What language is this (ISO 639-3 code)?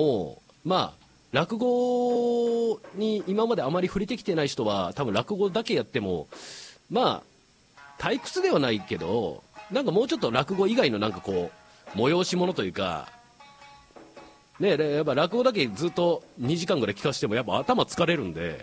jpn